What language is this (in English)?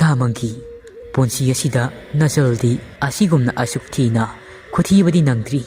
Manipuri